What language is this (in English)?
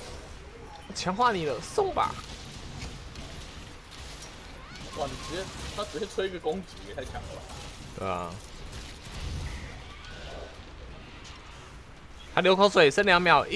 Chinese